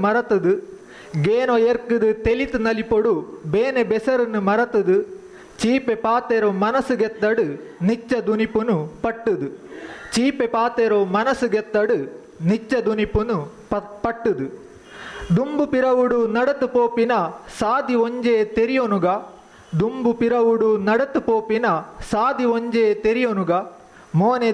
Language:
Tulu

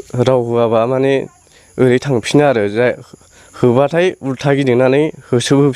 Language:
Bodo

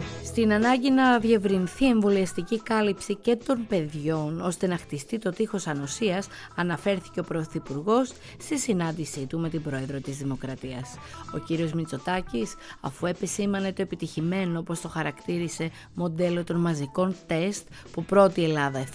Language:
Greek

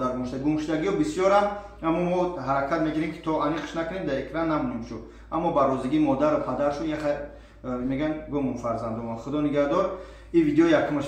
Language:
Tajik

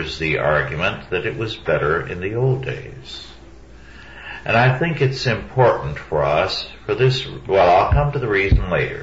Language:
English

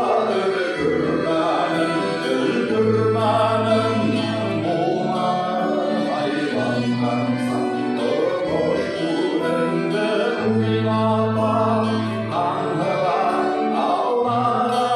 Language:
Bashkir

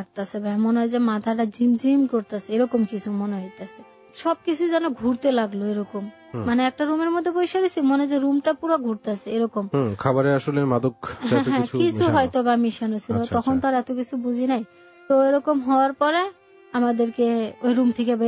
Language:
Bangla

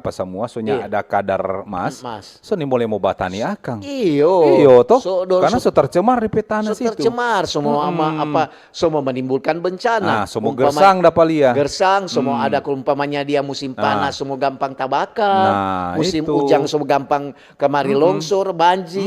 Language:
Manado Malay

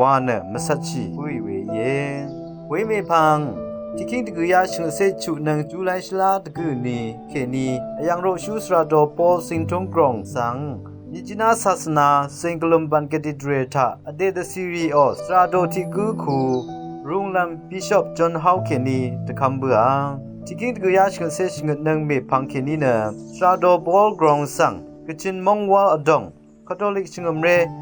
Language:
Rawang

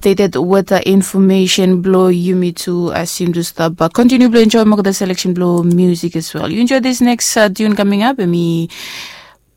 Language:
Bislama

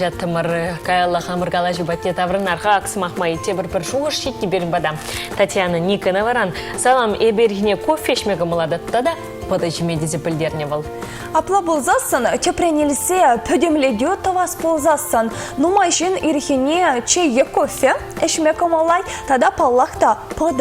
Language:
Chuvash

